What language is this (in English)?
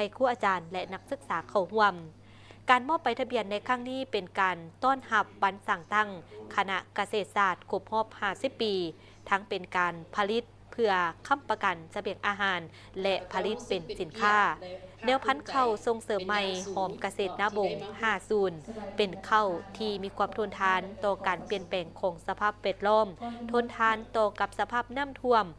Lao